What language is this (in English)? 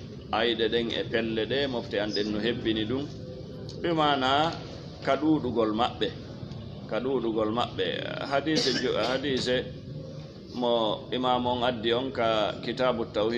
Fula